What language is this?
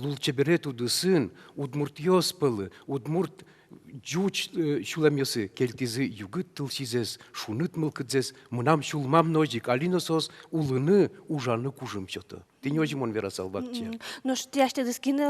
Udmurt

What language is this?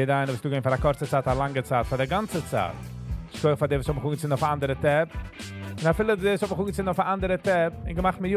Yiddish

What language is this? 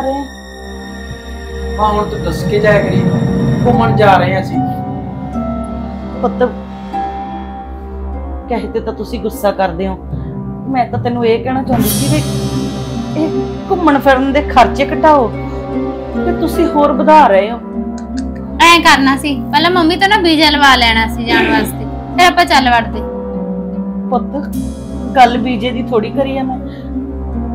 Punjabi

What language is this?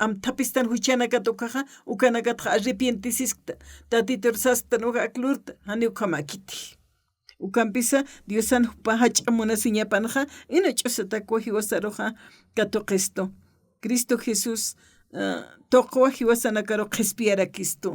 Aymara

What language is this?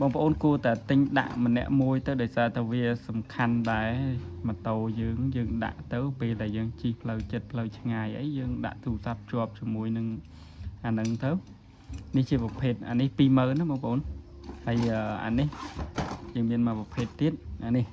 Khmer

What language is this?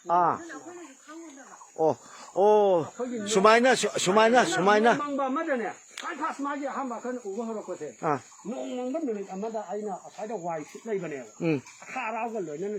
Manipuri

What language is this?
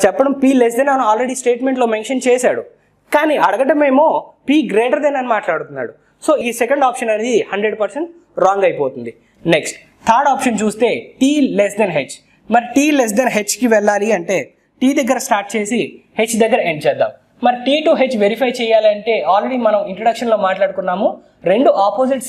Telugu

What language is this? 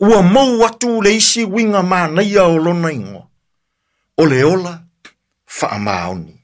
Samoan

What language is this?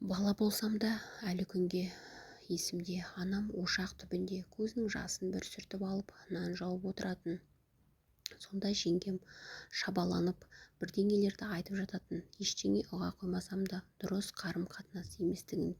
Kazakh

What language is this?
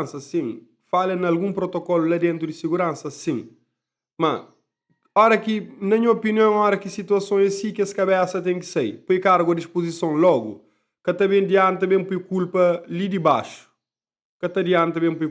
Kabuverdianu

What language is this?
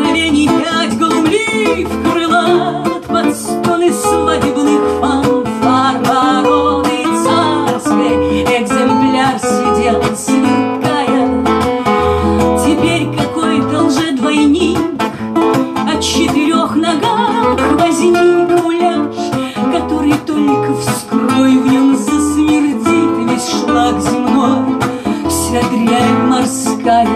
Russian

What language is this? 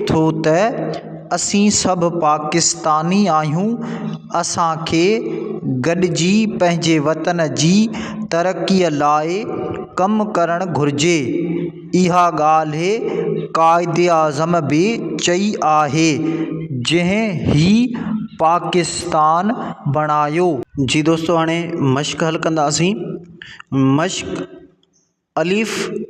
Sindhi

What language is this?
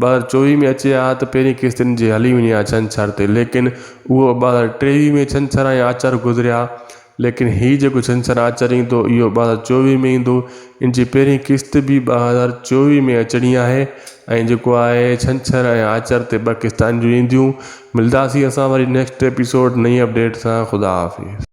Sindhi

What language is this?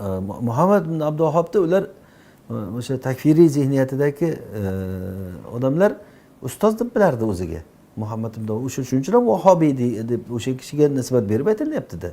Uzbek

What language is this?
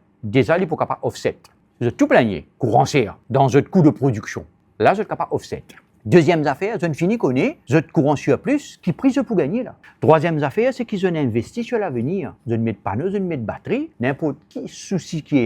Morisyen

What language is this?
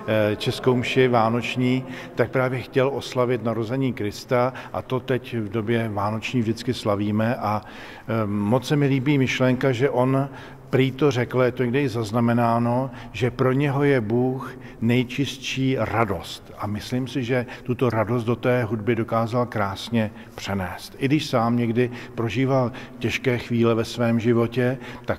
Czech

